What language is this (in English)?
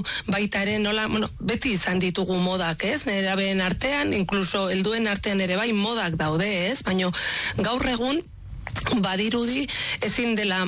Basque